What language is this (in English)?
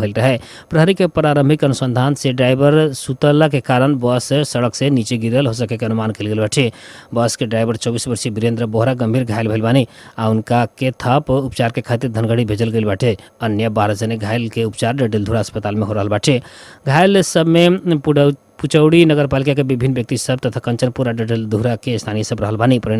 Bhojpuri